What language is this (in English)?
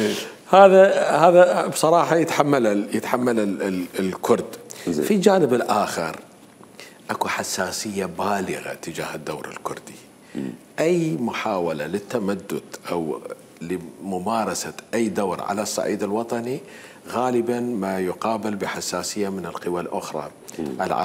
Mesopotamian Arabic